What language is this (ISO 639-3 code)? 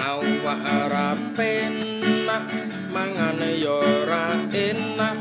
jav